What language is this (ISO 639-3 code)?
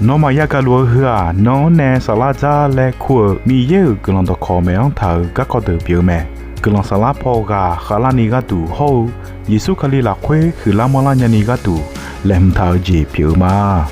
ahk